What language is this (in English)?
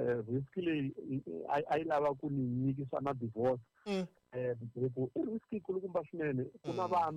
Tsonga